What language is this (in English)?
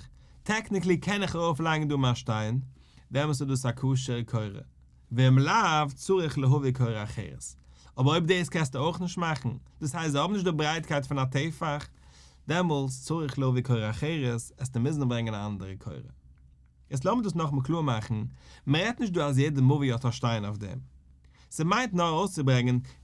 Yiddish